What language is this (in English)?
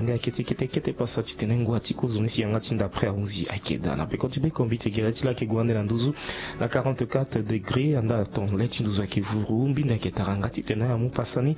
Sango